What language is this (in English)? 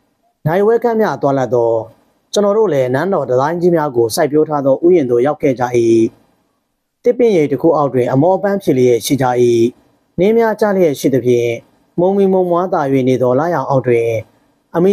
Burmese